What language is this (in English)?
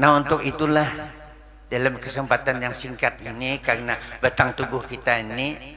Banjar